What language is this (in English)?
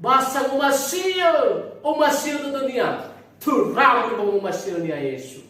Nias